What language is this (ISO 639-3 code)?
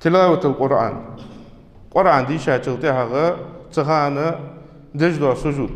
inh